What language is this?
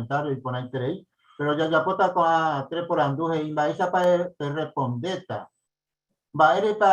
Guarani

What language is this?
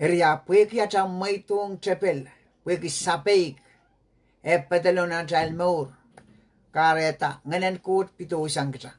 Pohnpeian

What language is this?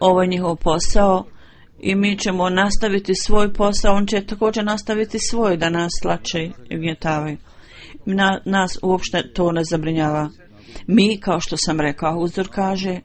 Bosnian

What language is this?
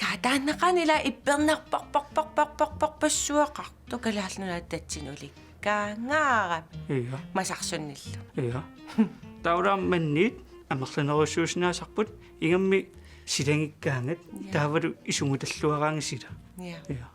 Kalaallisut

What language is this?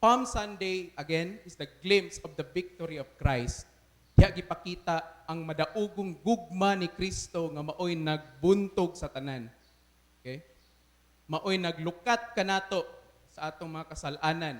Cebuano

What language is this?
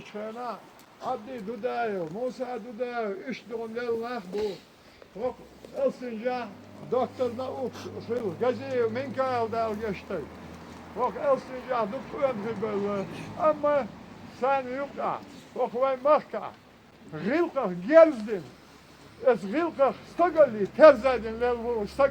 Chechen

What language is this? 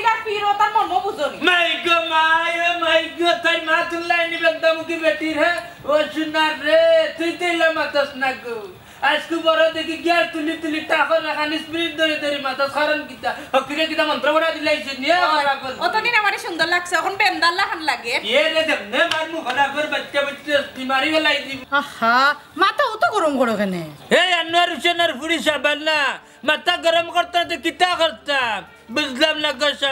Sylheti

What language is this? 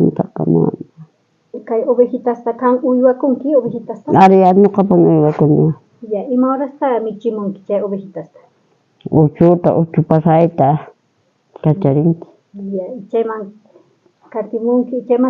South Bolivian Quechua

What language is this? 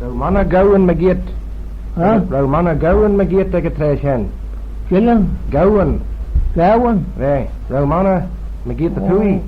Manx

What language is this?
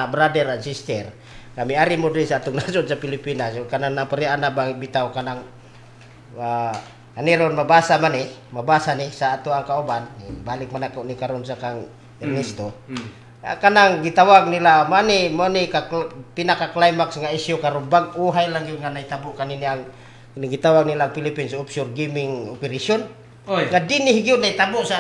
Cebuano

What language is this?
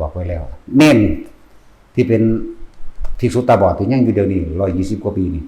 Northeastern Thai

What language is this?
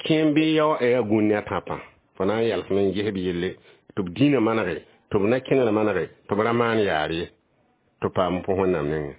Mossi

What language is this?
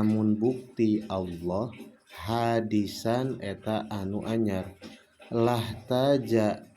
Sundanese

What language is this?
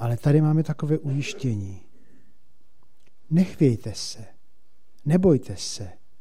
Czech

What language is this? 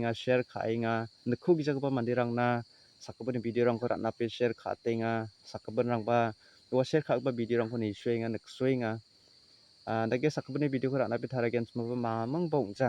Garo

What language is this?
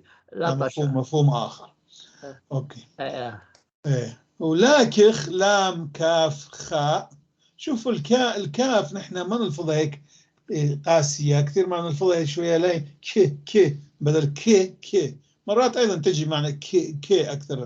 North Levantine Arabic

